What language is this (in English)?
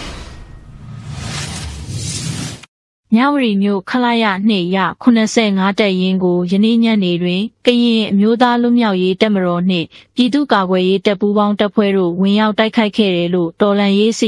Burmese